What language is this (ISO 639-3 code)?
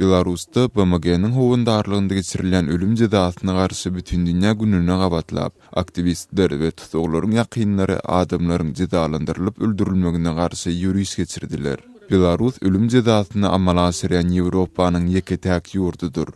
tuk